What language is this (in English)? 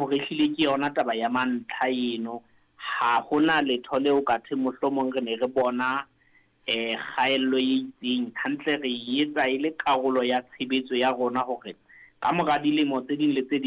Southern Sotho